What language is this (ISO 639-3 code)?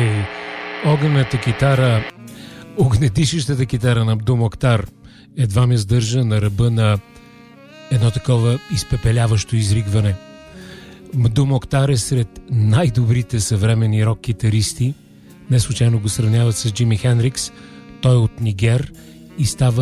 bul